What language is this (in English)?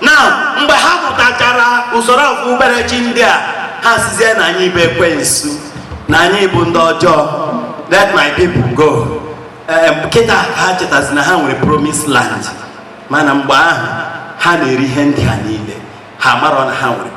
Igbo